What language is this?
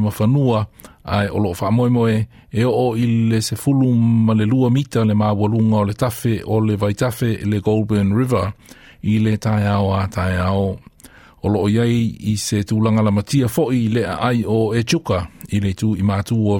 Samoan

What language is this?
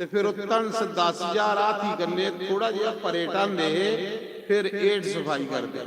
Dogri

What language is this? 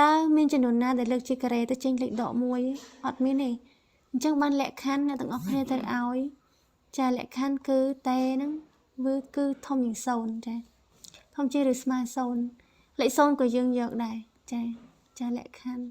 Khmer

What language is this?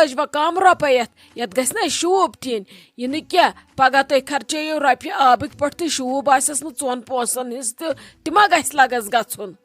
Kashmiri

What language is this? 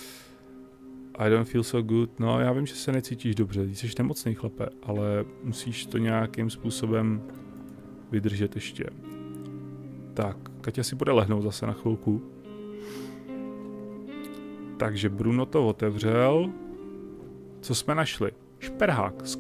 Czech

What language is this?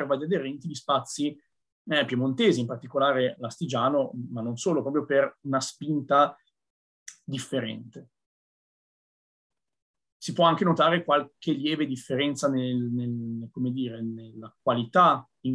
Italian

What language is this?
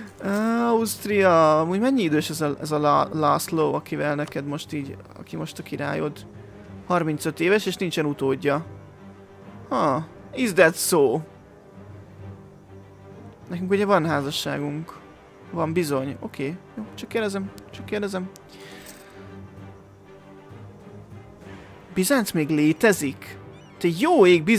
Hungarian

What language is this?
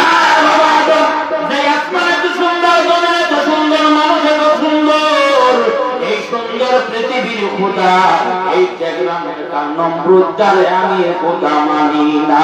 Sylheti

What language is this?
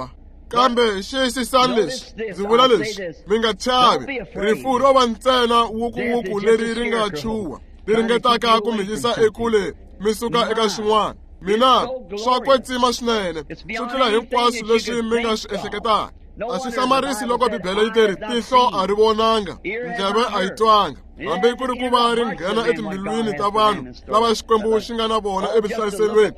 Tsonga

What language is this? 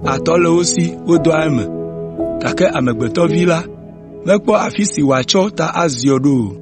Ewe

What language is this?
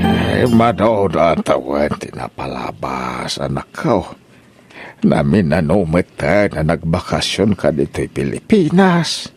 Iloko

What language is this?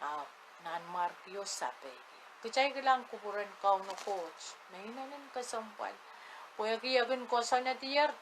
Pohnpeian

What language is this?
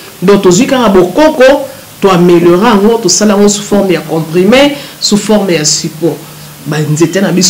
Lingala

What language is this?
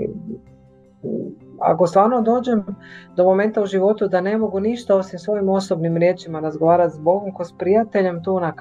Croatian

